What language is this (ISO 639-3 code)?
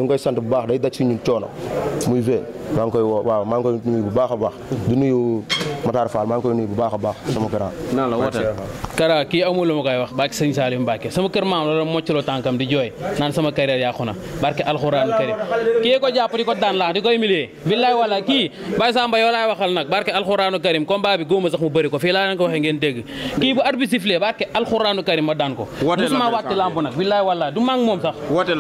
wol